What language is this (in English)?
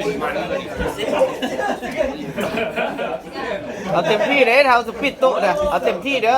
Lao